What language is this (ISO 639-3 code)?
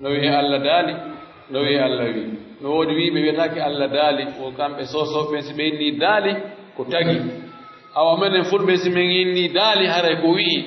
fuf